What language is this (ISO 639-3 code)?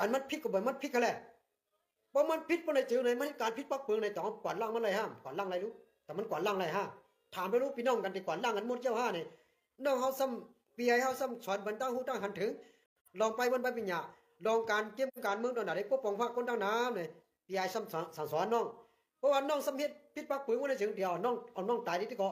shn